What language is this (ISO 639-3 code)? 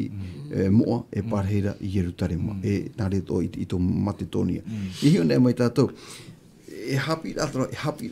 tah